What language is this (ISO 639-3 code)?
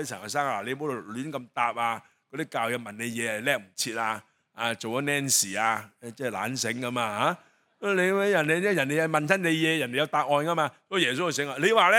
yue